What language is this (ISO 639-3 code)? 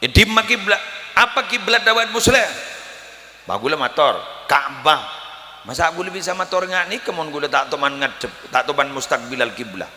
mad